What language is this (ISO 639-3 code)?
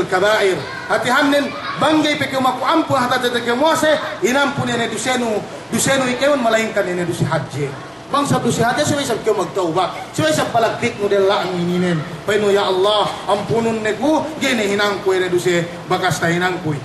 yka